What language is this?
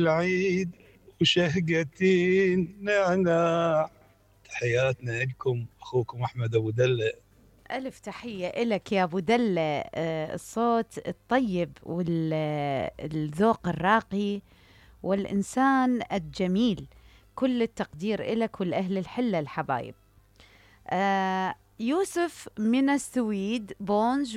Mesopotamian Arabic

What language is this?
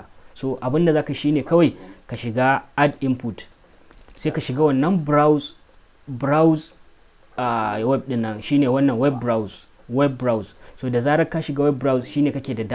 Hausa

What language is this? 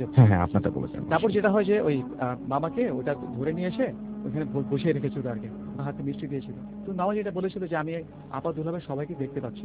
Bangla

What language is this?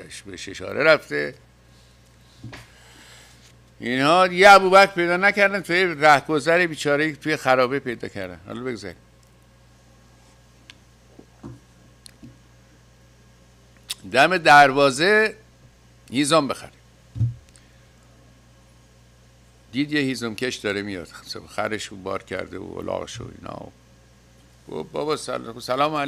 Persian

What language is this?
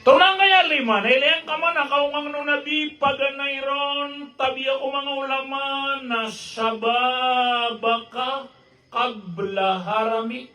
Maranao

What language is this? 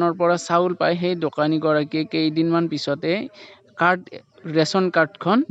Assamese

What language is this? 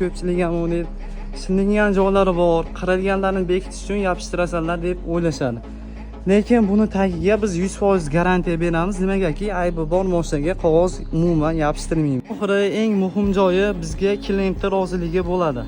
Uzbek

